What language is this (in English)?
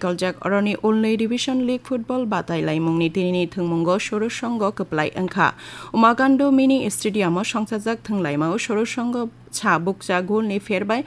Kok Borok